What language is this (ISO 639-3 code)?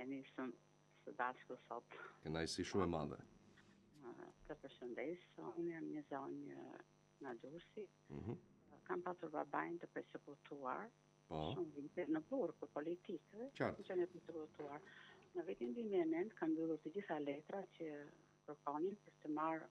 sqi